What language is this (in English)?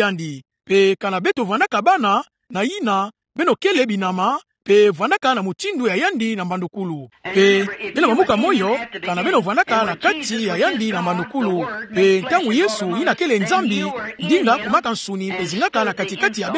Kituba (Democratic Republic of Congo)